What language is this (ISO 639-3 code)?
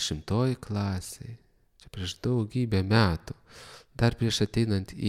lit